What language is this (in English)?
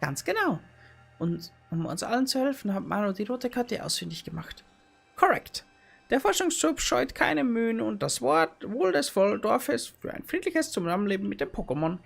Bavarian